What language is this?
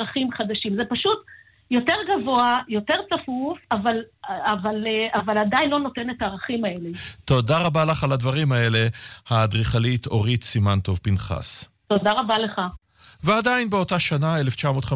Hebrew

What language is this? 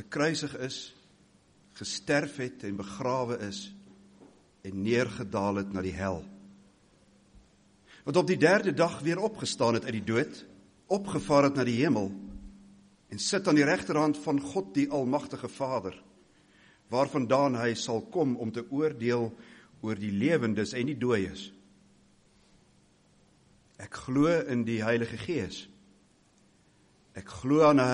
Afrikaans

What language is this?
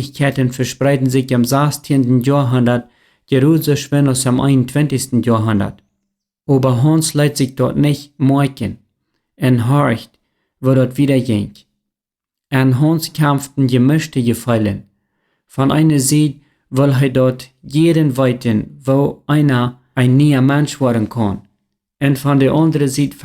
Plautdietsch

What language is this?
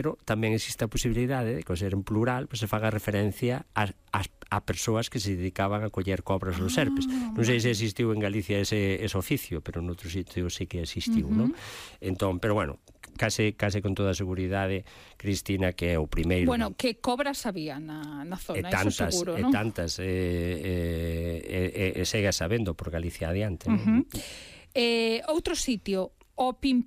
Galician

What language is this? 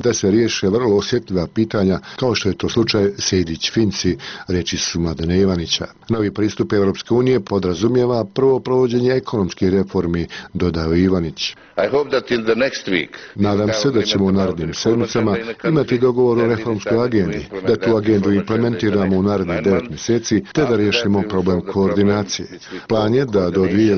Bosnian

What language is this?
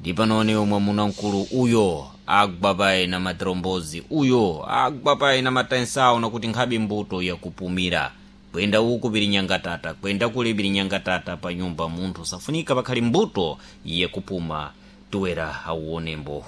Sena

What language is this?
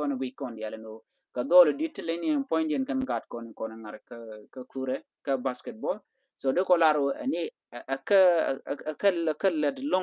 Nuer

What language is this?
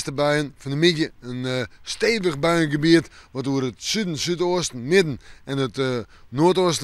Western Frisian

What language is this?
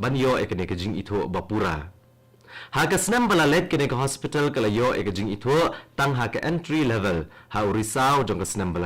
Khasi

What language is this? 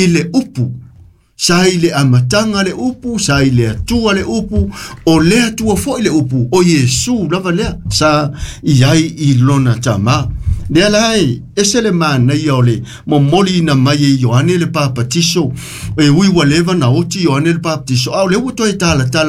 Samoan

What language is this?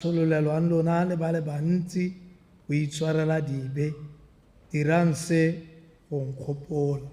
Tswana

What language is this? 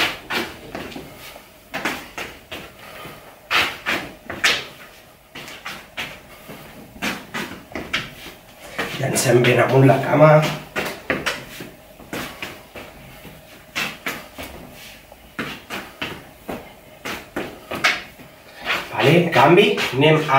Catalan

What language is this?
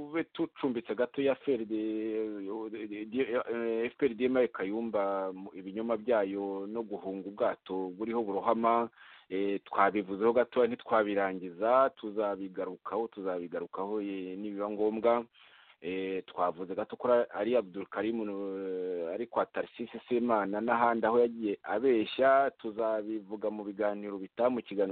Kinyarwanda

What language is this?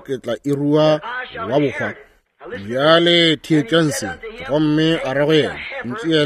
Northern Sotho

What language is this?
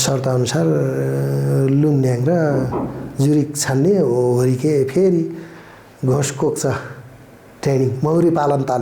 Nepali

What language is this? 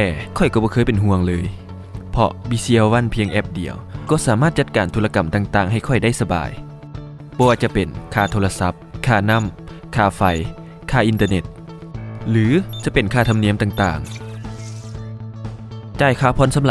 Lao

